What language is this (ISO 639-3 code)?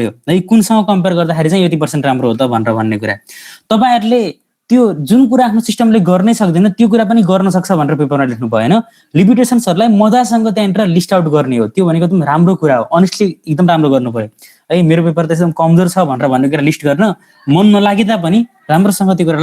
nep